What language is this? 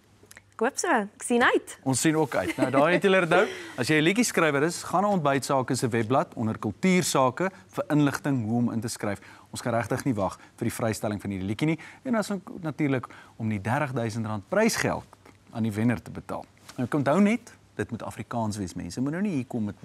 Afrikaans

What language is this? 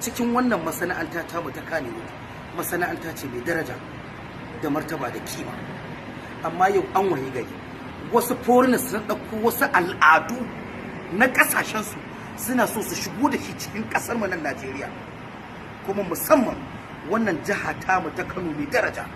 Hausa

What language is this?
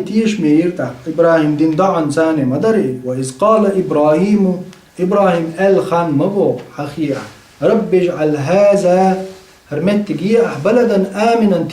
Chechen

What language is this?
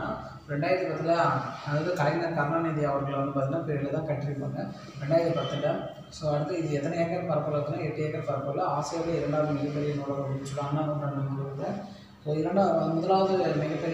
Tamil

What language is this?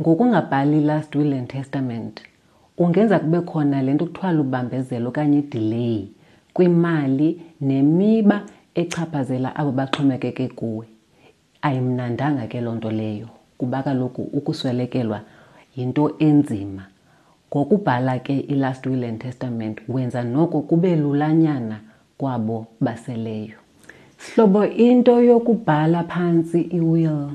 Xhosa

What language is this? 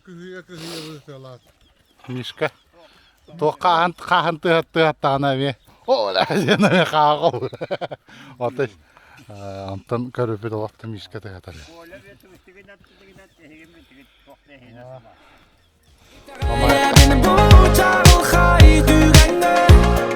Yakut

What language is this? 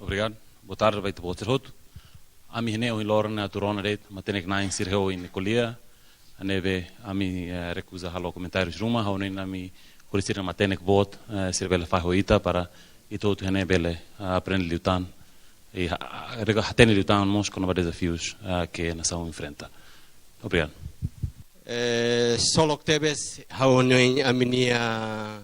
Tetum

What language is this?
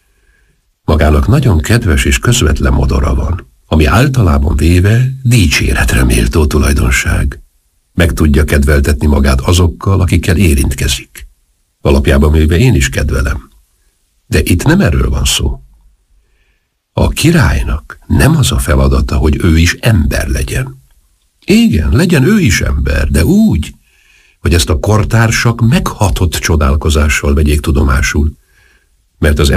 Hungarian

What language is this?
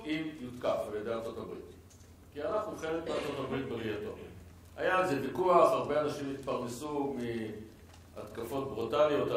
Hebrew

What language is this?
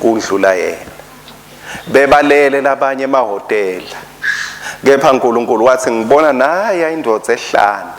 Swati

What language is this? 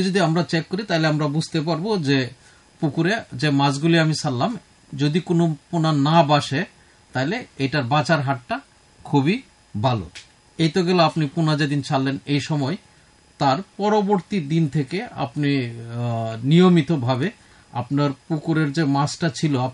Bangla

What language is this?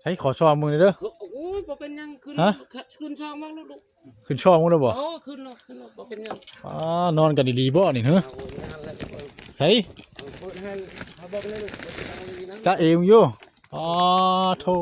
Northeastern Thai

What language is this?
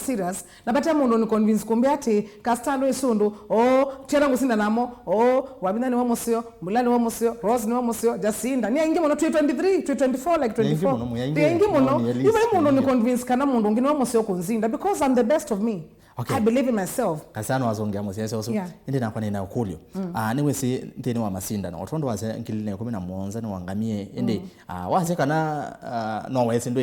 Kamba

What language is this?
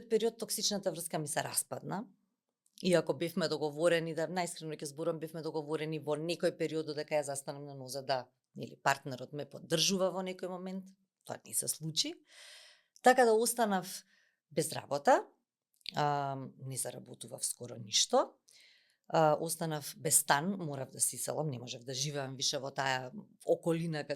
Macedonian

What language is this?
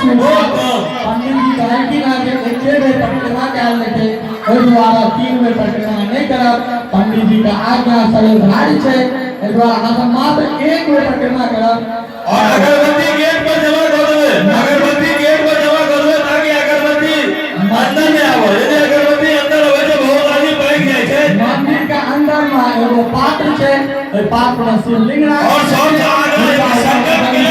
Maithili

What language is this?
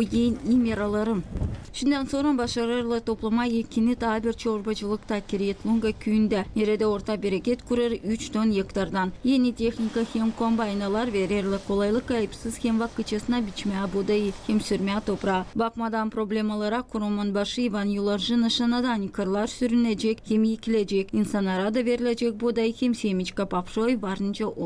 Gagauz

